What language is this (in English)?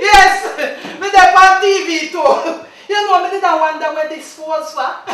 Jamaican Creole English